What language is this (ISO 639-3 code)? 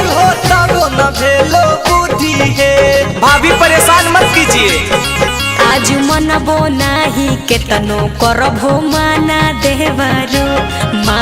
mag